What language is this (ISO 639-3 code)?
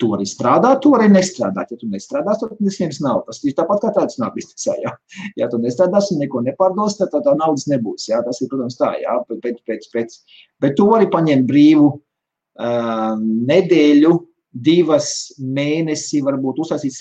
lav